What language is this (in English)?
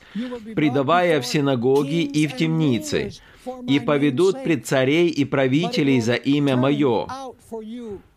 Russian